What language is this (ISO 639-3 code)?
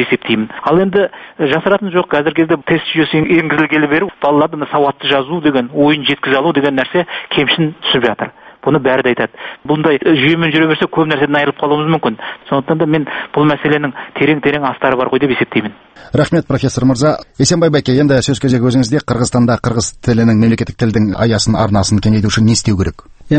kaz